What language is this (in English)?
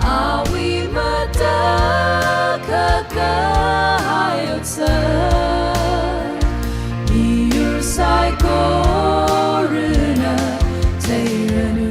Tangkhul Naga (India)